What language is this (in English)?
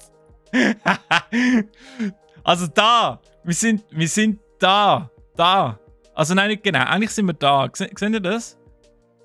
Swiss German